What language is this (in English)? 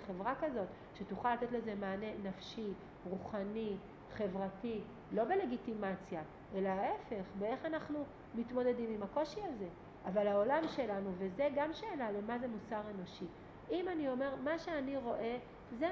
Hebrew